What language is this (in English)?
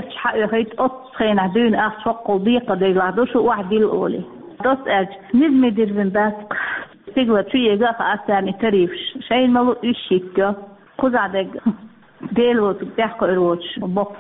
Chechen